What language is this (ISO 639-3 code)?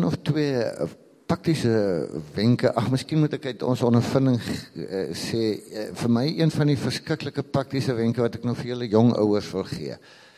afr